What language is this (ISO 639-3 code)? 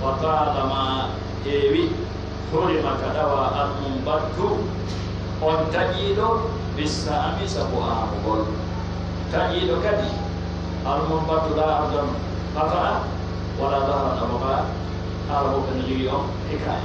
fuf